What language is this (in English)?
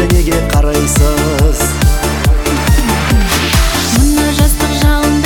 Kazakh